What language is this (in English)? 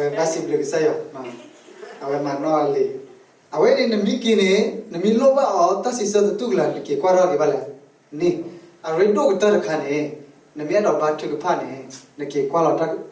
S'gaw Karen